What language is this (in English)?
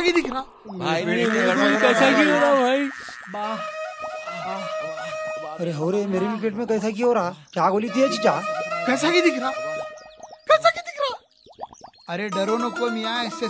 Deccan